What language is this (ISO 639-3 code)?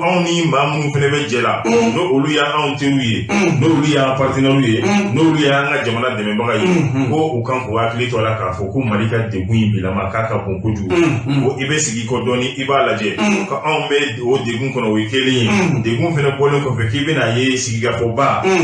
bam